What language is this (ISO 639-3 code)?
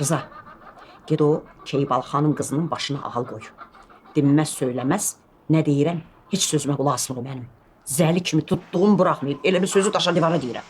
aze